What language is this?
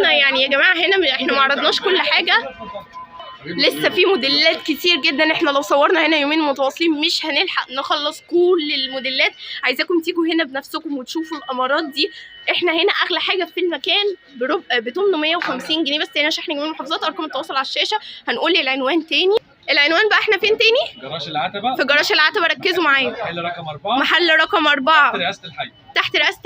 Egyptian Arabic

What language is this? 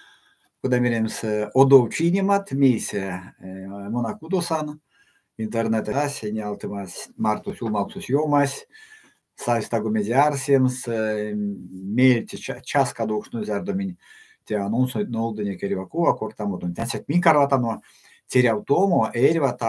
Erzya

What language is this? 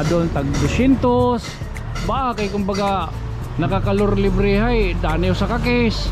Waray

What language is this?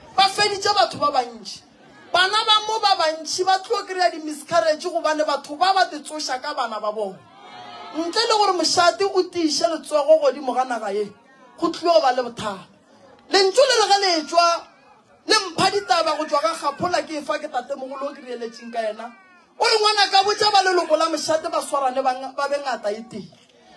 Northern Sotho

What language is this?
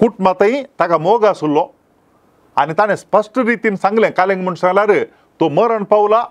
Konkani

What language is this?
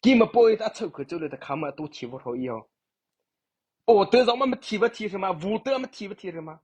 Mara Chin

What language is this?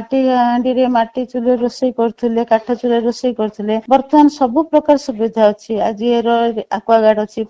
Odia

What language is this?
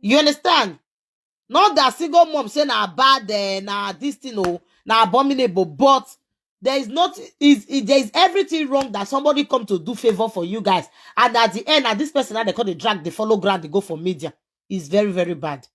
Nigerian Pidgin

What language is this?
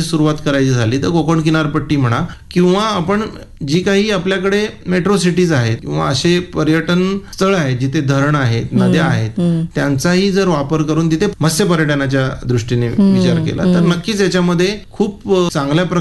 Marathi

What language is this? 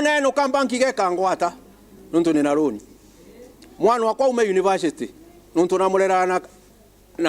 Meru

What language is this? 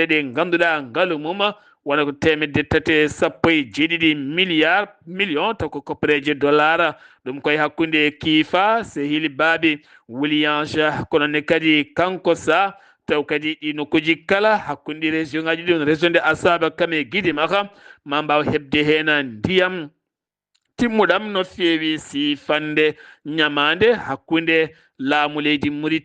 Fula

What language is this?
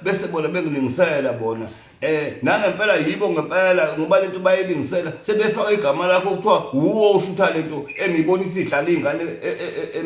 Zulu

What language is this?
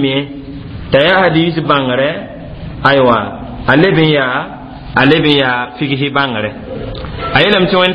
Mossi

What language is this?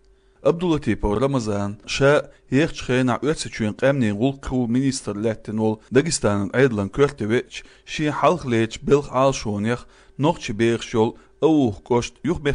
Chechen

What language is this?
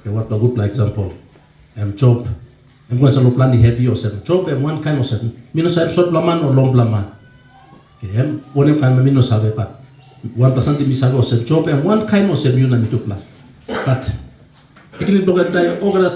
Tok Pisin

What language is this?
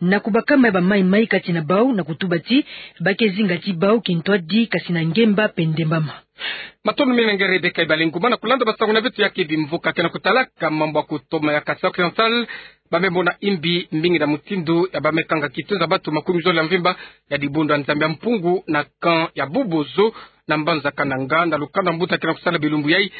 Kituba (Democratic Republic of Congo)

